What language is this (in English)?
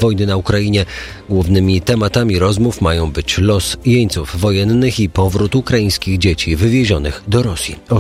Polish